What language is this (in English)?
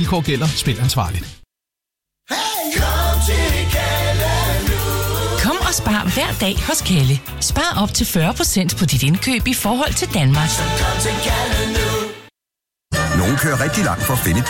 Danish